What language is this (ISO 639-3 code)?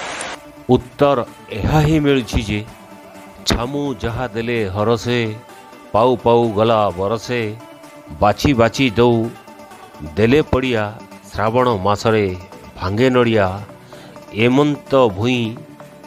ori